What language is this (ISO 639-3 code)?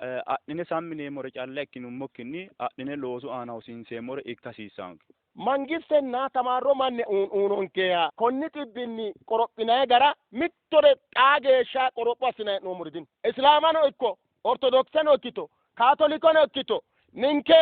sid